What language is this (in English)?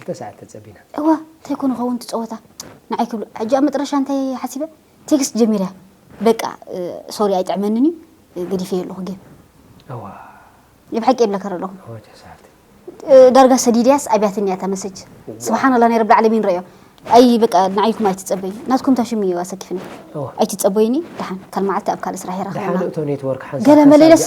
Tigrinya